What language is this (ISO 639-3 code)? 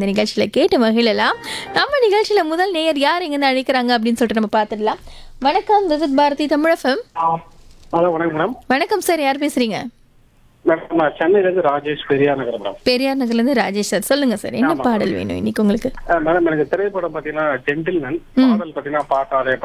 tam